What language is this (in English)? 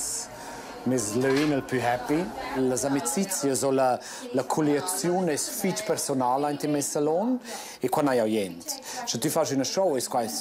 Romansh